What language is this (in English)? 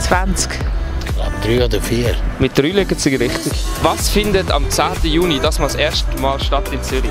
Swiss German